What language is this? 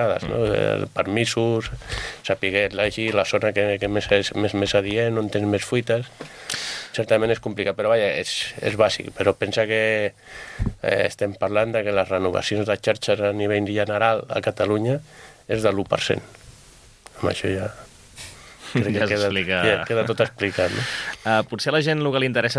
Catalan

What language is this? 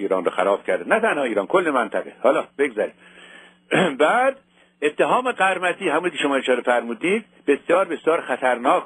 Persian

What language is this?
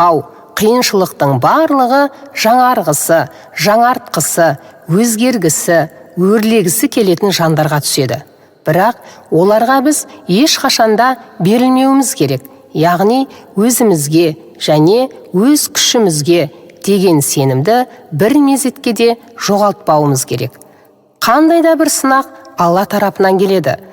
Kazakh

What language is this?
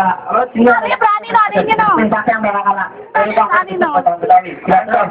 Betawi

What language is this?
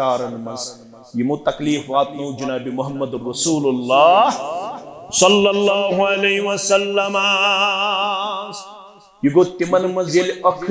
Kashmiri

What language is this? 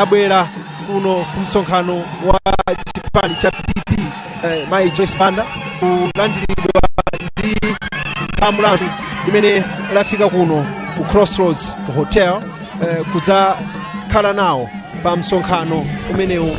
Nyanja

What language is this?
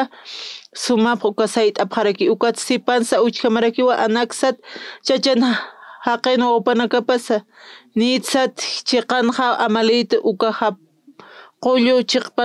Aymara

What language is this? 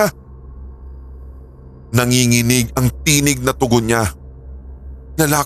Filipino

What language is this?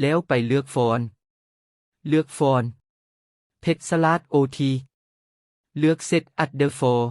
Lao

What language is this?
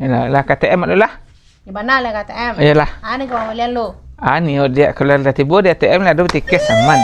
Minangkabau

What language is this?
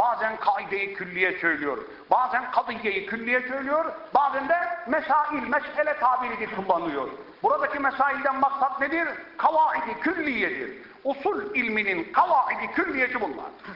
Turkish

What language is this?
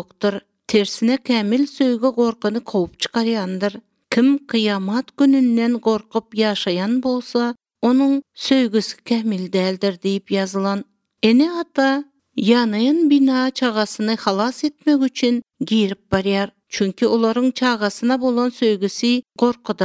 Turkmen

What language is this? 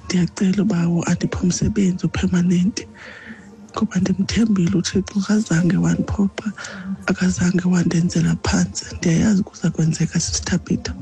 Xhosa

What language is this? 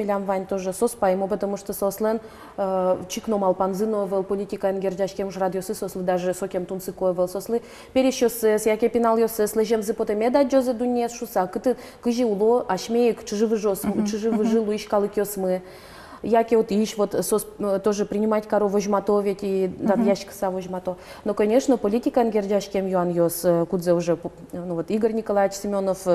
Udmurt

